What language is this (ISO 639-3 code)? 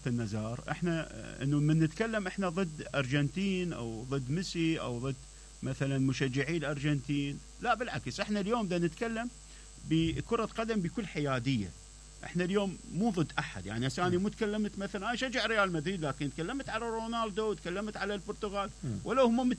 acm